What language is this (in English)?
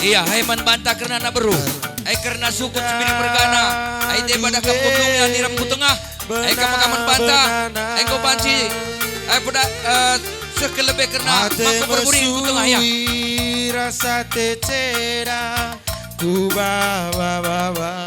Batak Karo